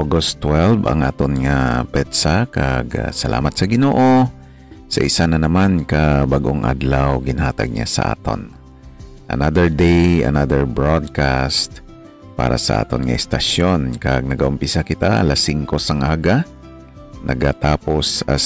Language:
Hiligaynon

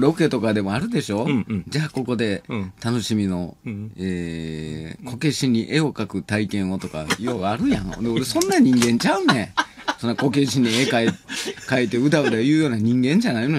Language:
Japanese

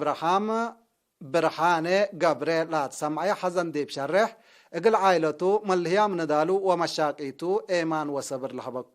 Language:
Tigre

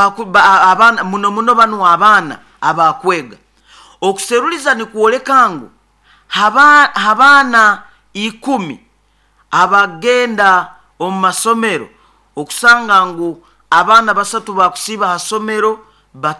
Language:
Nyoro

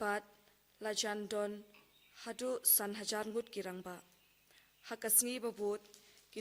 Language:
Khasi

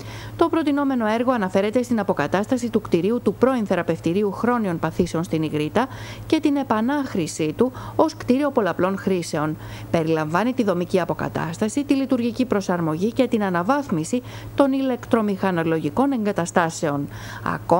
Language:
Greek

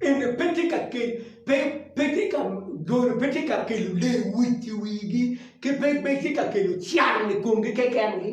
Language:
Acoli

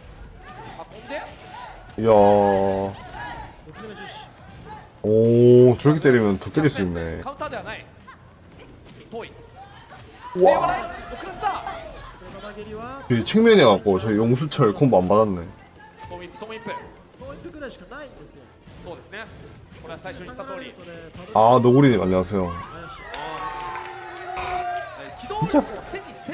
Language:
Japanese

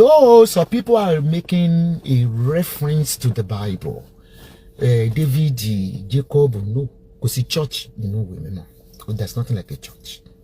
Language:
Yoruba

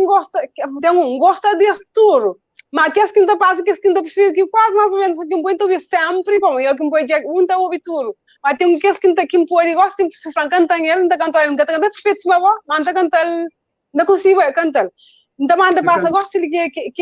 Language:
Kabuverdianu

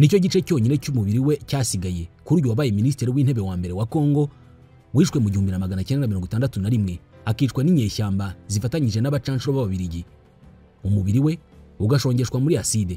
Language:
Kinyarwanda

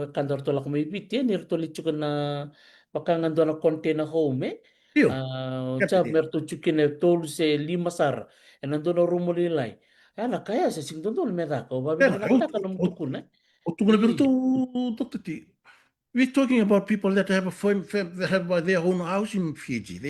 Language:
Fijian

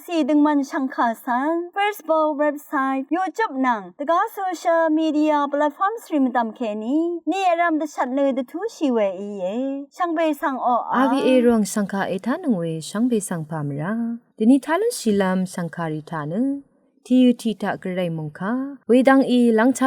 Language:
Rawang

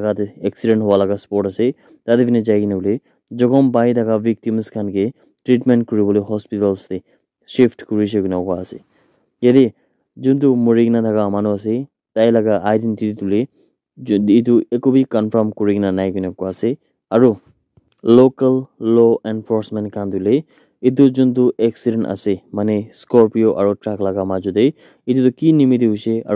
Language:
Naga Pidgin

